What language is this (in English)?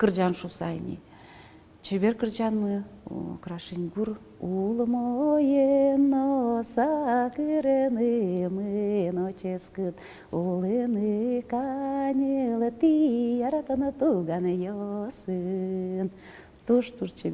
Udmurt